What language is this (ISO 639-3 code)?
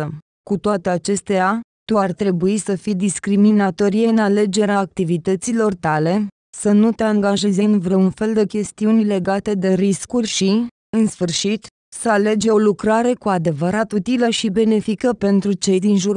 ron